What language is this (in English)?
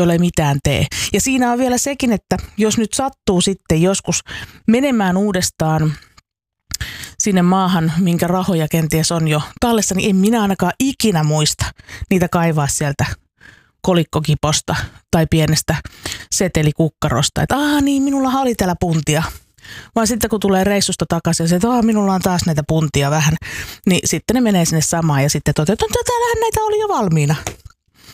Finnish